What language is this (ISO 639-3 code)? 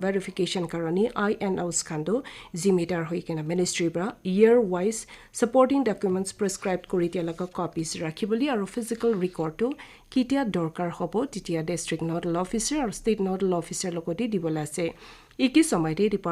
nag